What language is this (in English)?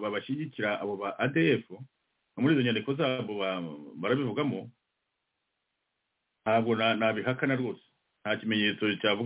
Kinyarwanda